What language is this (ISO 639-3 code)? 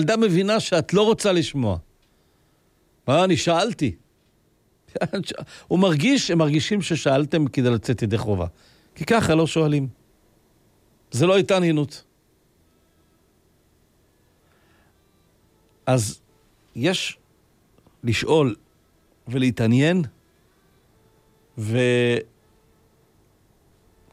heb